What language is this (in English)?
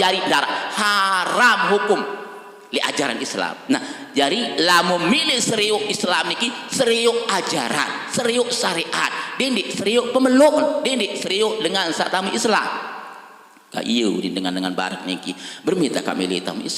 Sasak